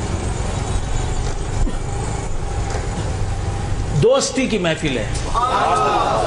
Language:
Urdu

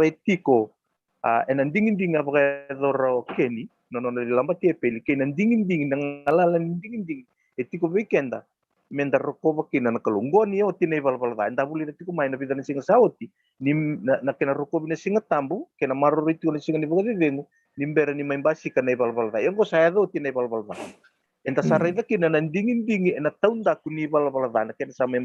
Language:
Fijian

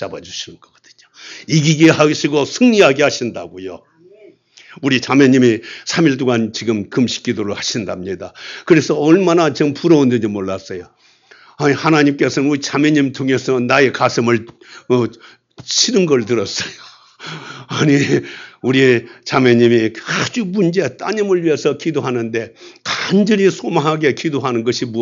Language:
Korean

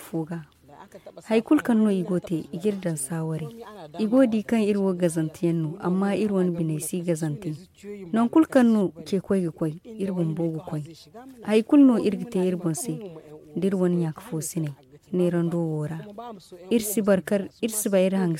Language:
Zarma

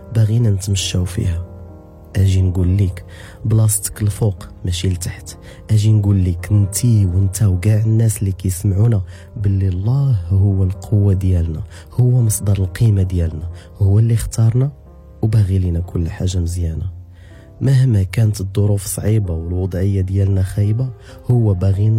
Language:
Moroccan Arabic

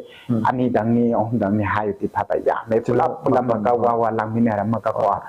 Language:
Manipuri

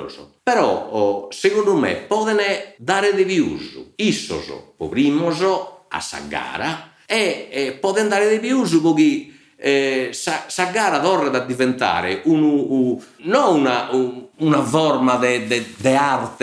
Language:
Sardinian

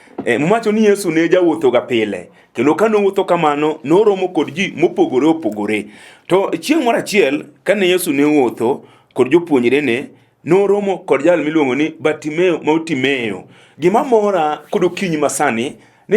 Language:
Luo (Kenya and Tanzania)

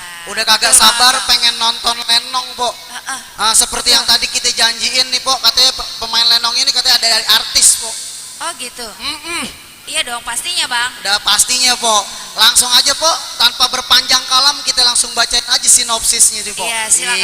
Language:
Betawi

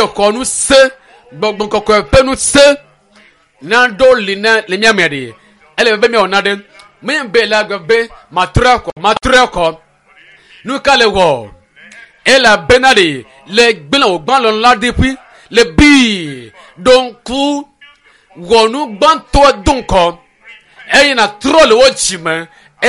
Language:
Ewe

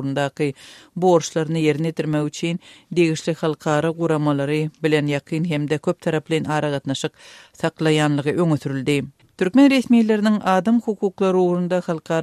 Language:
Turkmen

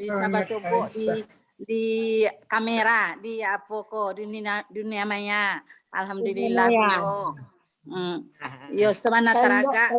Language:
Minangkabau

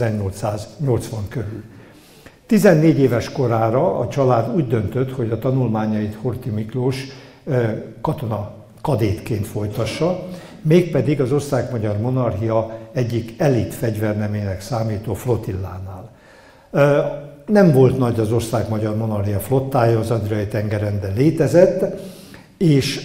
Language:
Hungarian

